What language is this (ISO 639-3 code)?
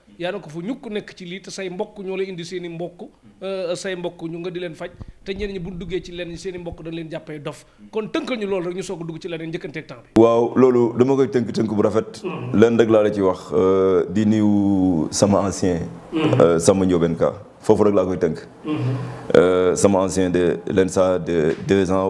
wol